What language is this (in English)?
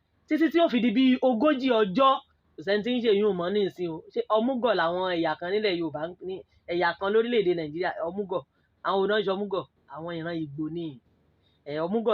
Yoruba